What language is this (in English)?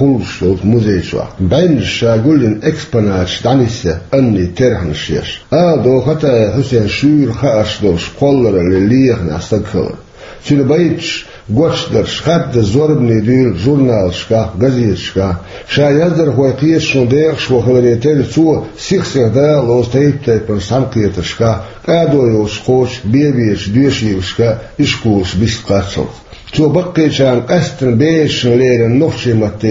Chechen